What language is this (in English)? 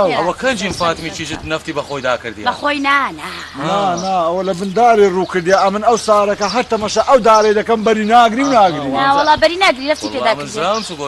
Central Kurdish